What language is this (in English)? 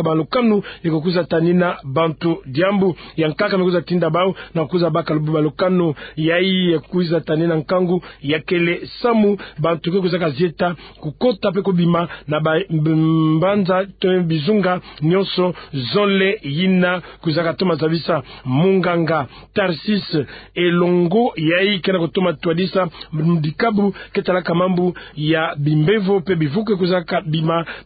Kituba (Democratic Republic of Congo)